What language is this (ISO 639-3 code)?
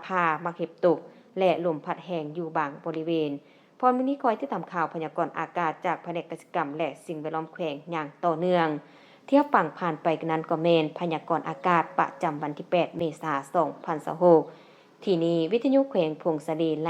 lao